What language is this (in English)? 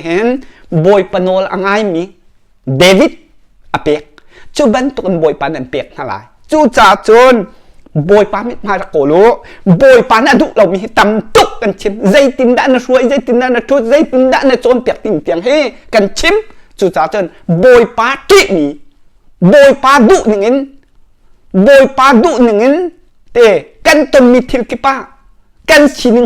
Hakha Chin